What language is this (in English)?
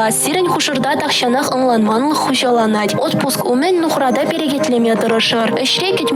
Chuvash